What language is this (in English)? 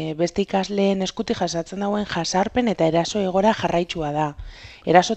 Basque